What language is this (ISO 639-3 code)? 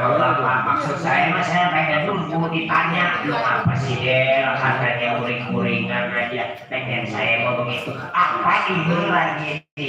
bew